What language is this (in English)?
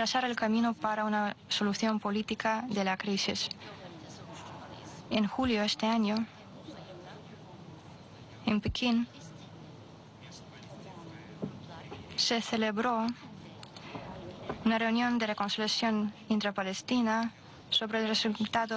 Spanish